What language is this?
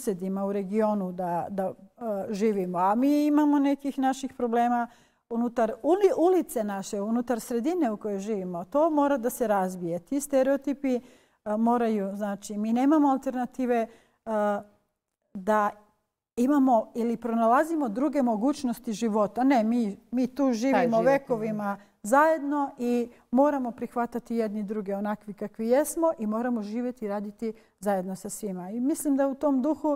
Bosnian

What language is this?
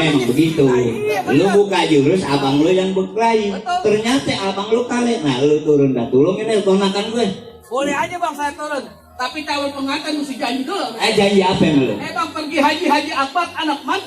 Betawi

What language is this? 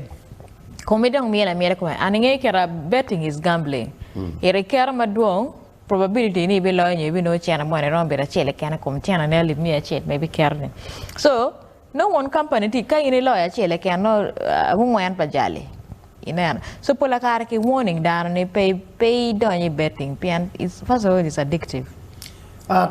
Acoli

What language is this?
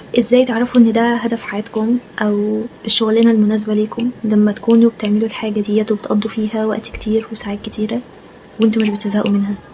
Egyptian Arabic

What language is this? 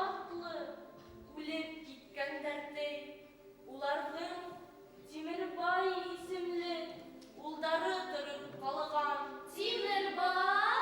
Bashkir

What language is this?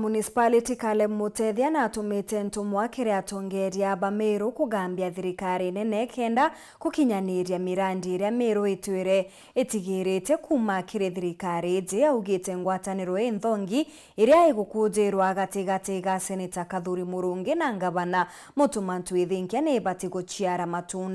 Meru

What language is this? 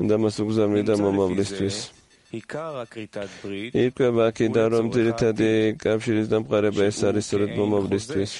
Georgian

